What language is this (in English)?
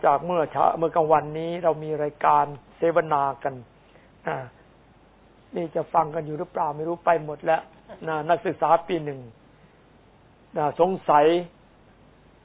Thai